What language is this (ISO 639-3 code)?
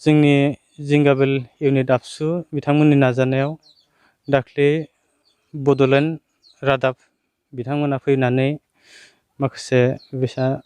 brx